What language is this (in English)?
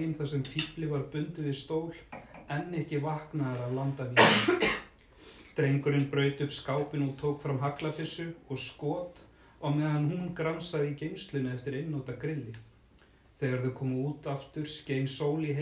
Icelandic